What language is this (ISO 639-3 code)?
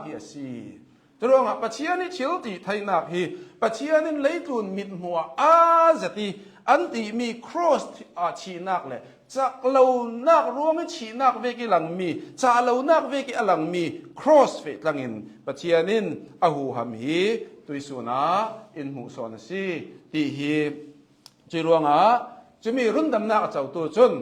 cnh